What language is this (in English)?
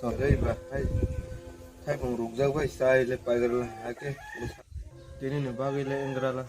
Kok Borok